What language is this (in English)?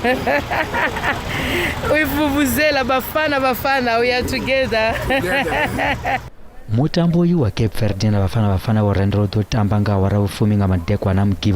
Venda